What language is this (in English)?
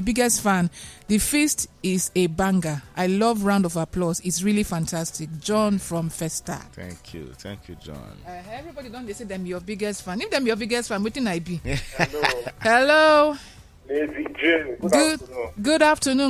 Nigerian Pidgin